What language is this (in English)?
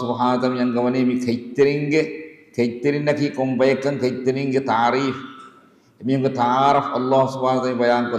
Divehi